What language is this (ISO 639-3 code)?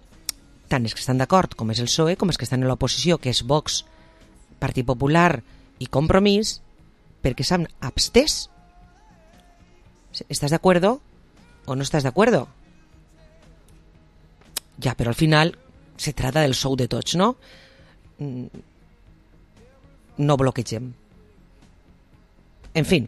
cat